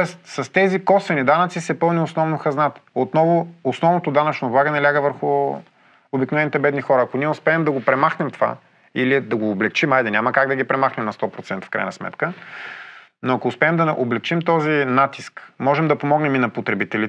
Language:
Bulgarian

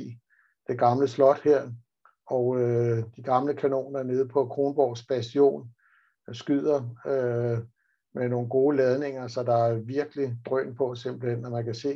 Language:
Danish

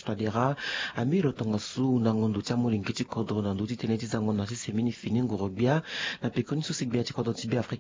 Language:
Sango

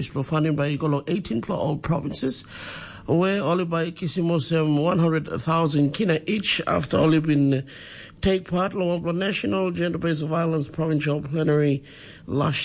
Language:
Tok Pisin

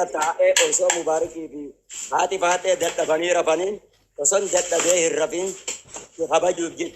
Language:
Oromo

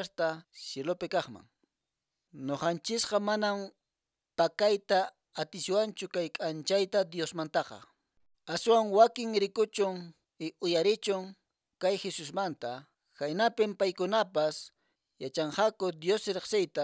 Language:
Quechua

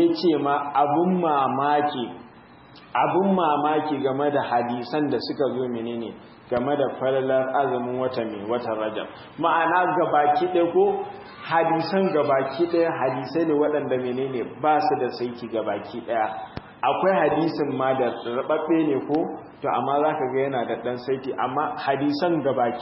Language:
Hausa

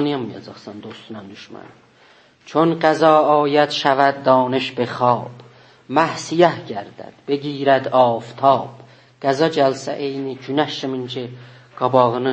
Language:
South Azerbaijani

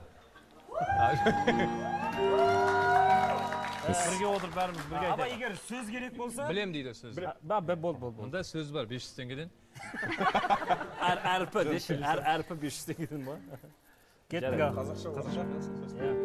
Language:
Kazakh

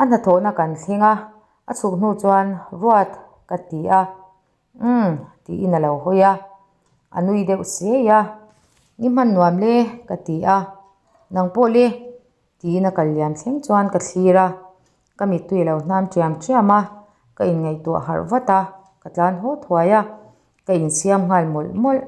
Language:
Mizo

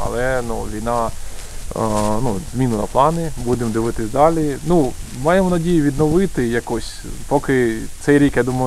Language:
Ukrainian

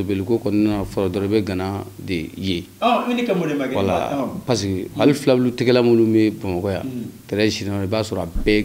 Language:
Bambara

